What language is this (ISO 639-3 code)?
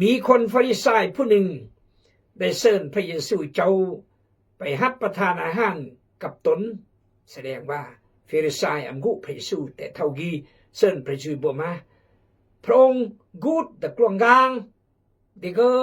kjg